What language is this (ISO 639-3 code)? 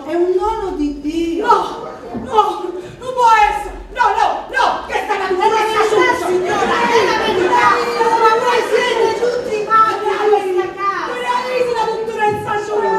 nap